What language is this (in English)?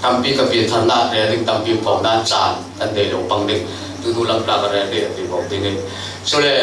Falam Chin